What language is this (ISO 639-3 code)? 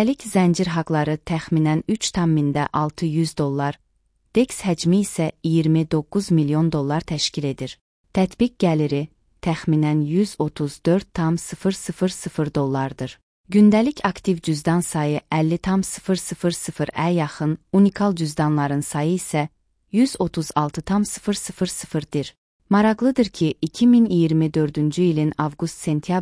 aze